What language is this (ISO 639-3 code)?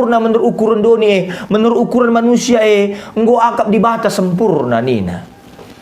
btx